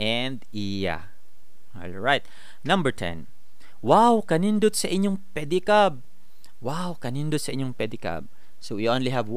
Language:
Cebuano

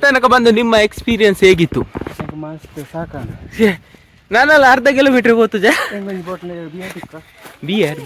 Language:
Tulu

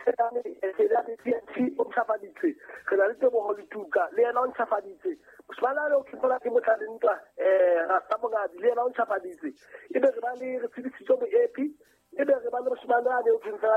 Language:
Southern Sotho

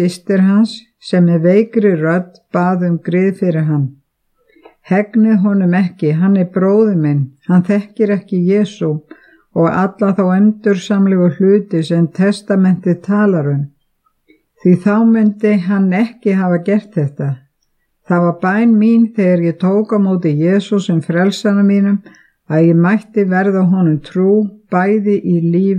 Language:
Icelandic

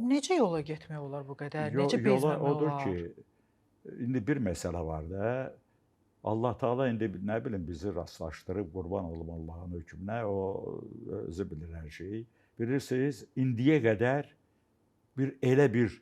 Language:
Azerbaijani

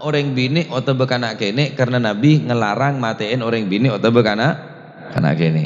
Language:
Madurese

